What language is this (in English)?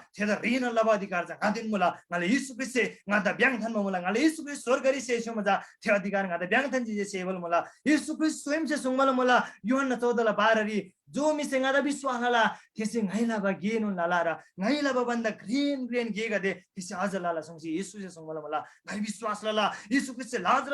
Eastern Tamang